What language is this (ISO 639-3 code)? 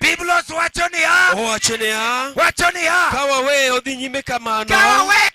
luo